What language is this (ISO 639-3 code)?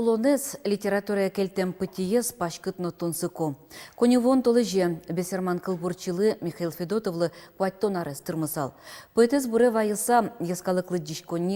udm